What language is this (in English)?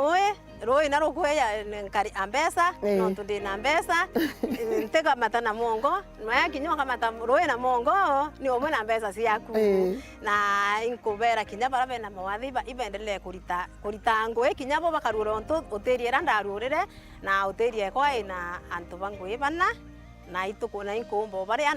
Meru